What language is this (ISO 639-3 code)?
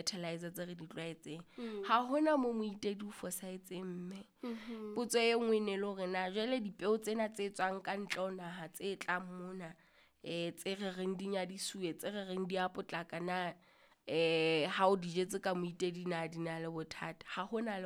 sot